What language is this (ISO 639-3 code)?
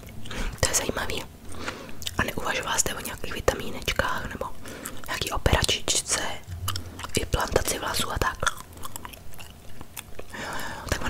ces